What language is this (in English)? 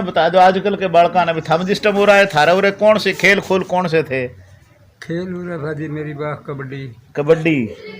Haryanvi